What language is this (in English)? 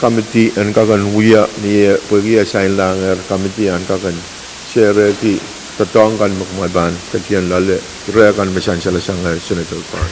Pohnpeian